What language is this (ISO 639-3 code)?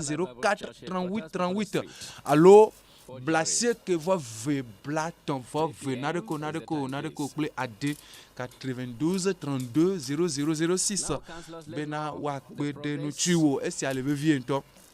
ewe